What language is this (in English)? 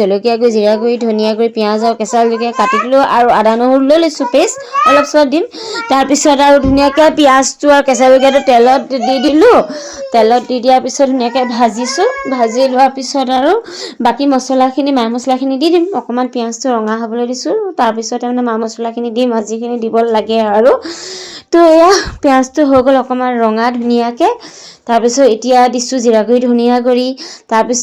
Assamese